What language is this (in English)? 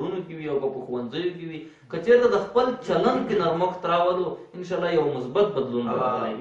Pashto